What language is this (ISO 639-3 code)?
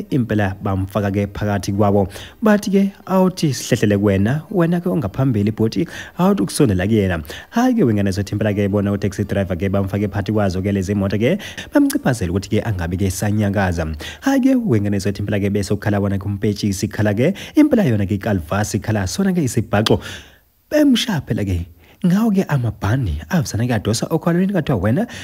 zul